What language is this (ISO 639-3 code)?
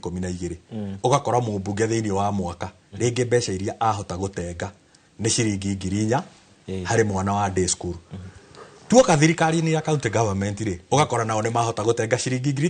kik